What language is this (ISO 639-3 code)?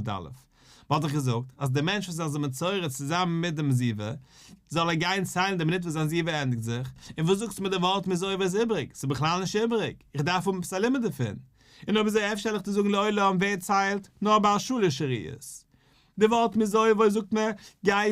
yid